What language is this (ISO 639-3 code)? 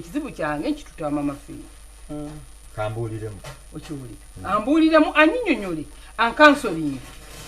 lug